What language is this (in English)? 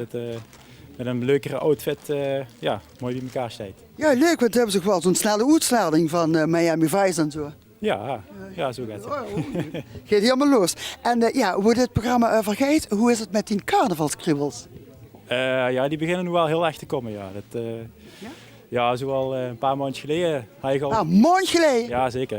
Limburgish